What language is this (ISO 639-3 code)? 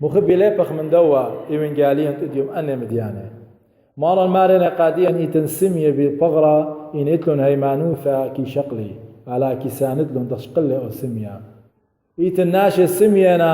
aii